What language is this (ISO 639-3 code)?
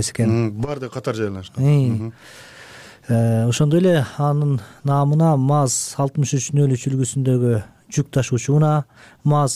kir